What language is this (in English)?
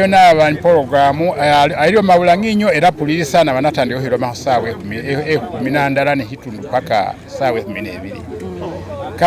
Masaaba